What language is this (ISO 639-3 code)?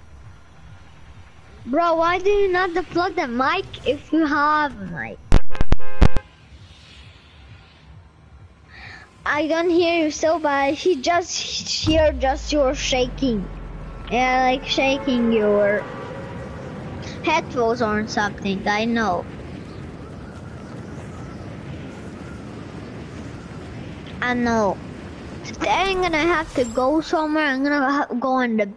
eng